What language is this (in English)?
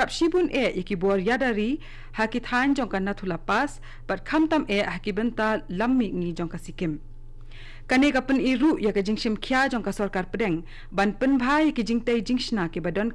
Khasi